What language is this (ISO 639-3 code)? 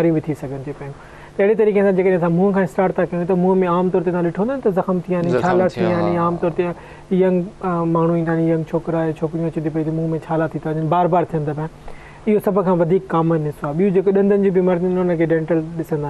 snd